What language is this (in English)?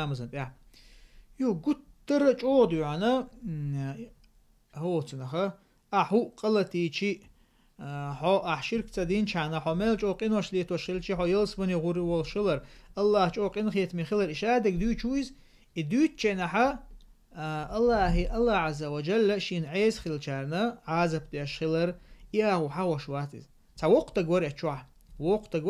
Chechen